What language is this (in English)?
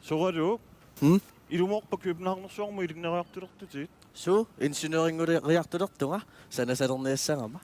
Kalaallisut